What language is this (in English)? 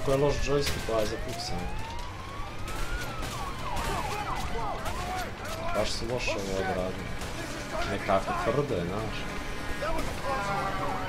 Croatian